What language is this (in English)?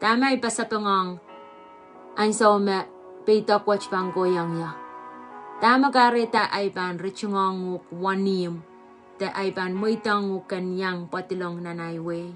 Pohnpeian